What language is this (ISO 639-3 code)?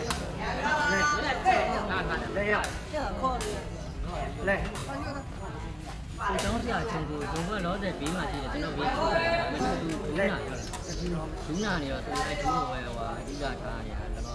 mya